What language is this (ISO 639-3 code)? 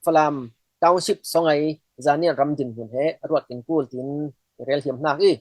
cfm